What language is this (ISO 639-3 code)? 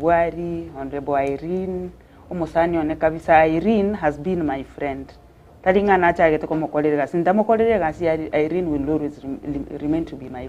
guz